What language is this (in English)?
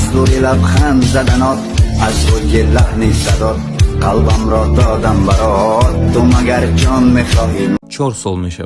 Tajik